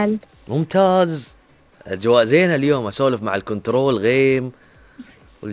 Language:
Gulf Arabic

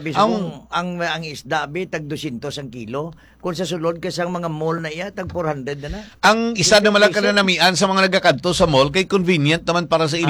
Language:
Hiligaynon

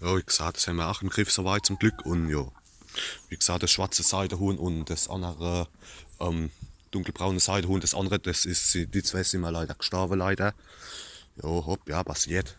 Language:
Palatine German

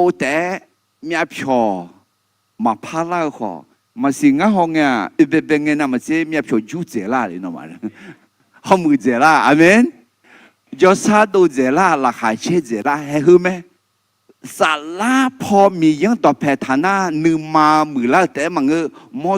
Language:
Akha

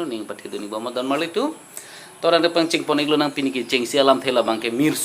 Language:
Karbi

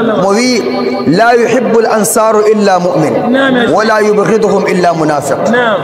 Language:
Nigerian Fulfulde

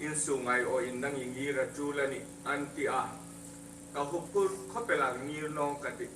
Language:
Hmar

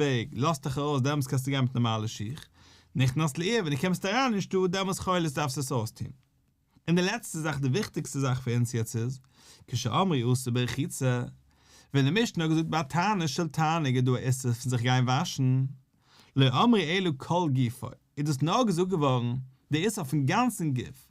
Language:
Yiddish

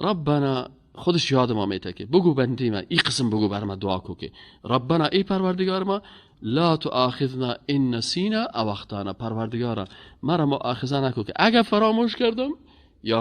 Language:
Persian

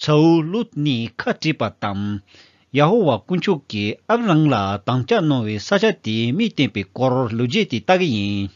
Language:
Tibetan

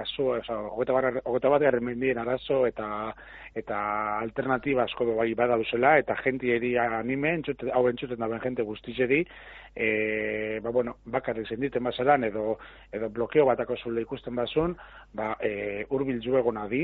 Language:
Basque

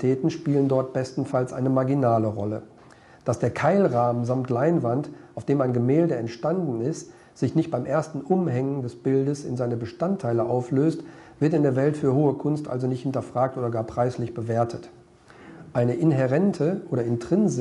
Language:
German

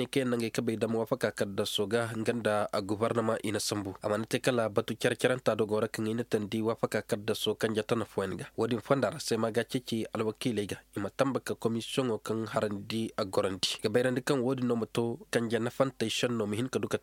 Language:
Koyraboro Senni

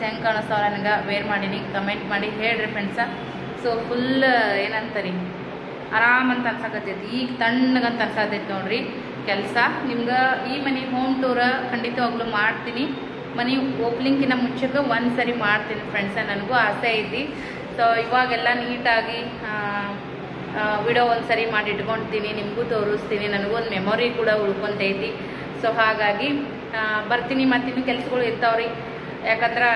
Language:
Kannada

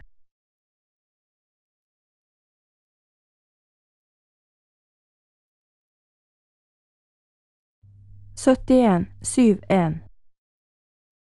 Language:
Norwegian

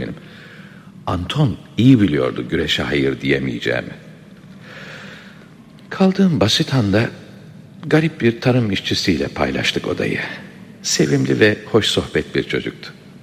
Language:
Turkish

